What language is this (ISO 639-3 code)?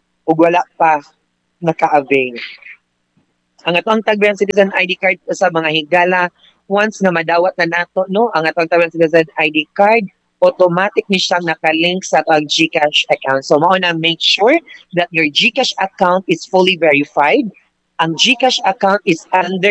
ceb